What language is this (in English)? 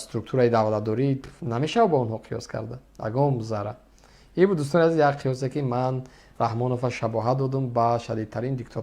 Tajik